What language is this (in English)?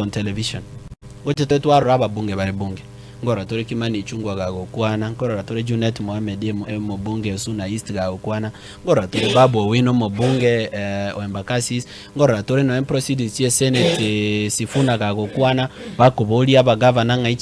Gusii